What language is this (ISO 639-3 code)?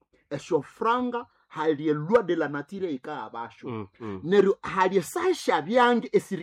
nnb